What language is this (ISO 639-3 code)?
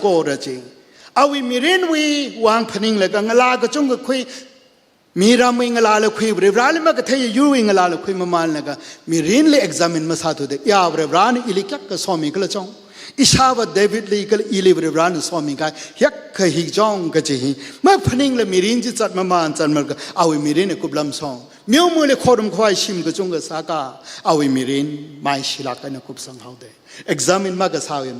nmf